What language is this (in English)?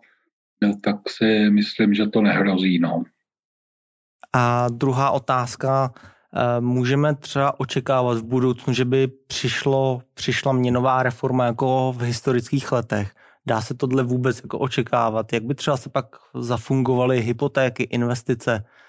Czech